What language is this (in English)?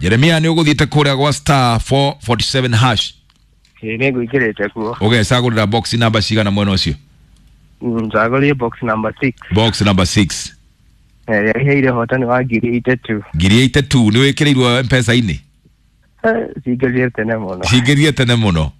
Kikuyu